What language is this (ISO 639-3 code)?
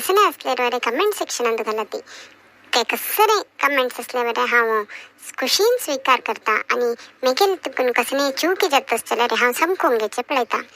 kok